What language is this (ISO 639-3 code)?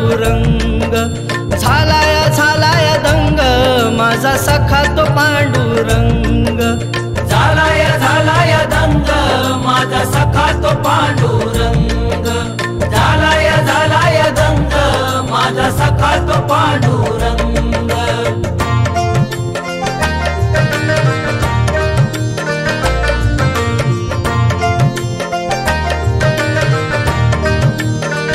mar